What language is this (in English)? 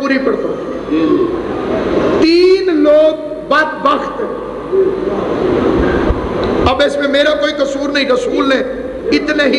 Urdu